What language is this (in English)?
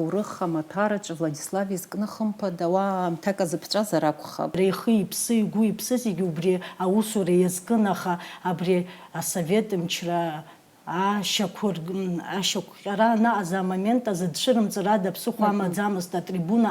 Abkhazian